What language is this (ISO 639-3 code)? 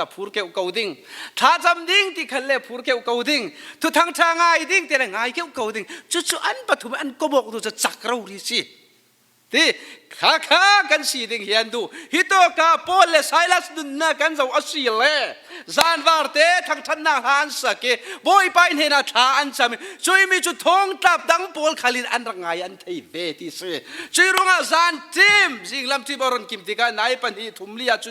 cfm